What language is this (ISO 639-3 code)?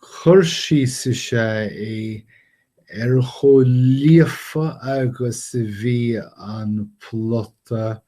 gle